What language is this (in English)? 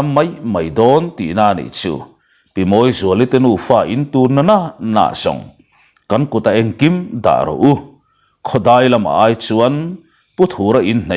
Mizo